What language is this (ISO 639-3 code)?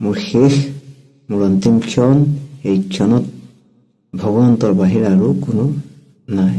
asm